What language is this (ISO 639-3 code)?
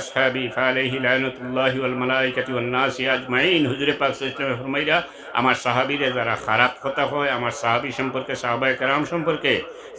syl